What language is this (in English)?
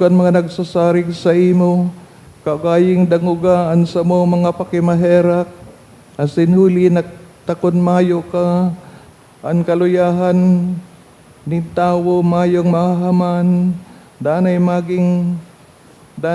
Bikol